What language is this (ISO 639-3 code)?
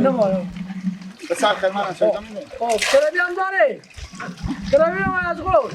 fas